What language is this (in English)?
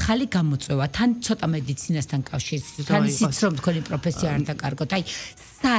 Georgian